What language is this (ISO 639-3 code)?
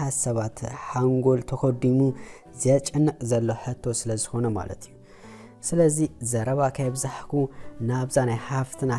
tir